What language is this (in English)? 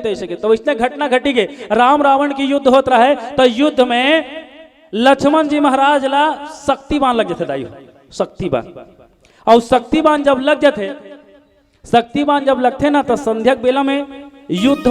Chhattisgarhi